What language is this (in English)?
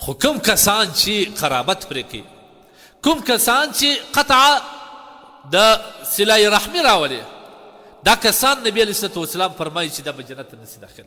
Pashto